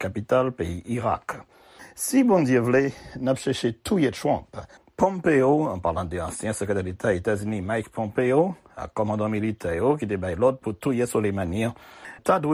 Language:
Haitian Creole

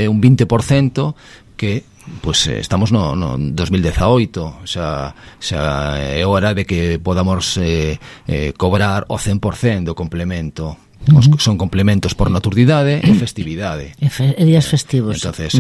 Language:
Galician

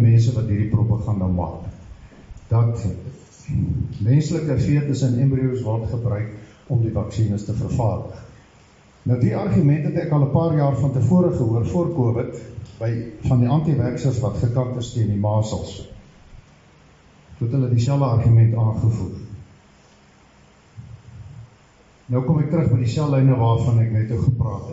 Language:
Afrikaans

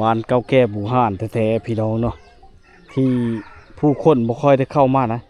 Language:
Lao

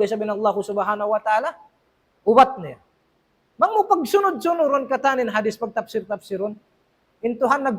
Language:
Tausug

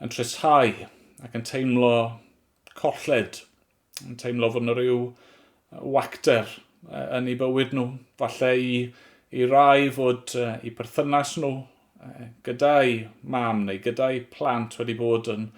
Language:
Welsh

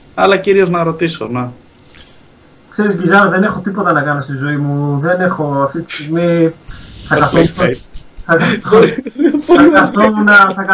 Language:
Greek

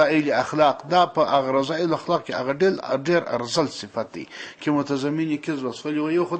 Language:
Pashto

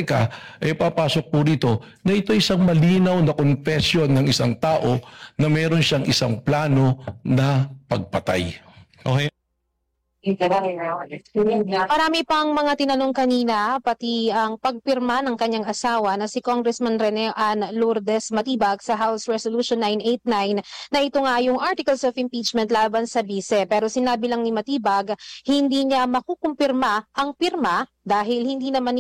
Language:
Filipino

